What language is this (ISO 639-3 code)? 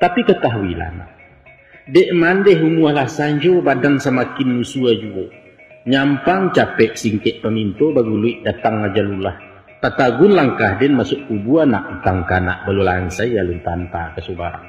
min